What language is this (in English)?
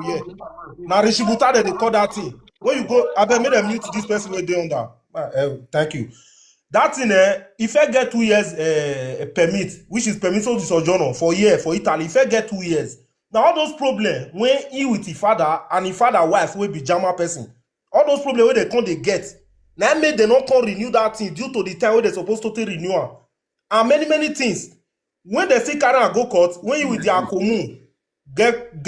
Nigerian Pidgin